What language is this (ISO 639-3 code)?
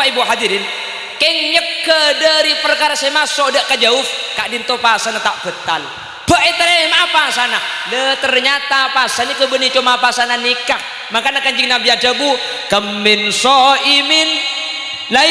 mad